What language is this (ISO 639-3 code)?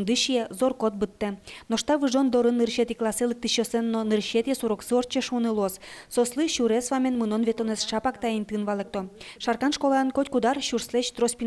udm